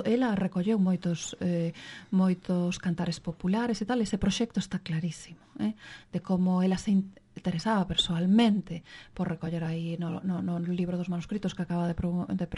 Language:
Galician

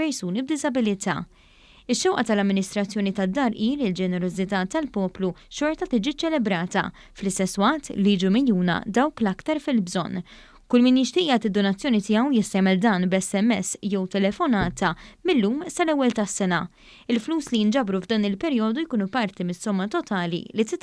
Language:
Maltese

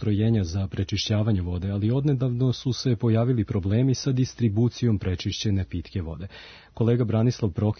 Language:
Serbian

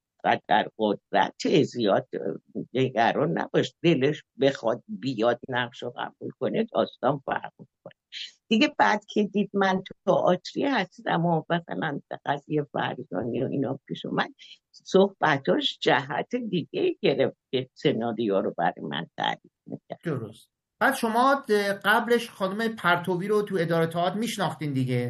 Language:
Persian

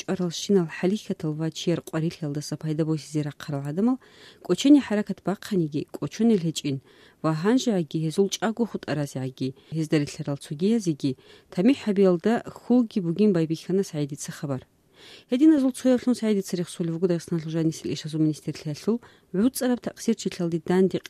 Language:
Avaric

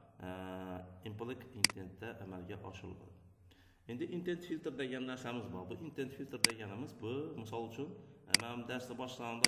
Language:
Uzbek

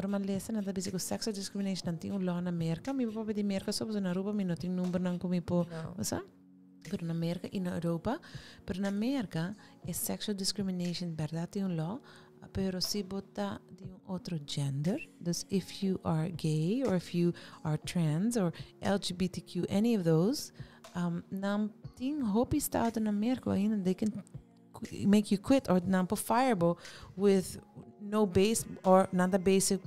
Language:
Papiamento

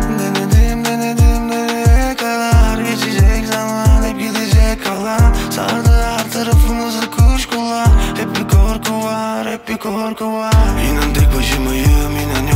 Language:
Turkish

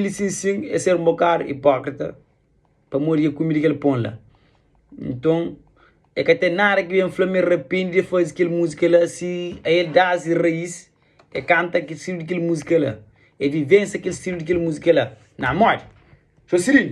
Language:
Kabuverdianu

